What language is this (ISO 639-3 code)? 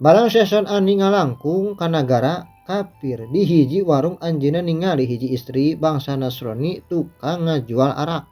sun